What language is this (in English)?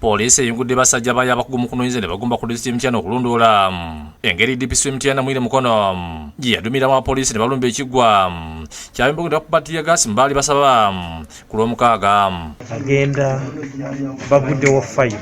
Ganda